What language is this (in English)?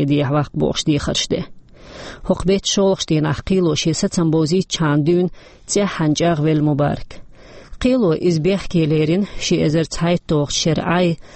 Chechen